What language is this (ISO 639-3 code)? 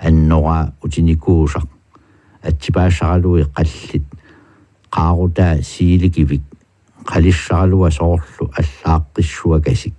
kal